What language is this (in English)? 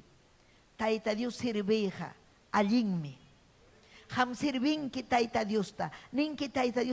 Ayacucho Quechua